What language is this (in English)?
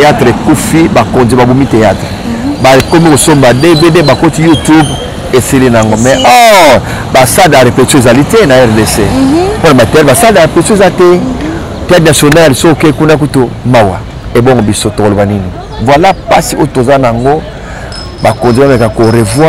Lingala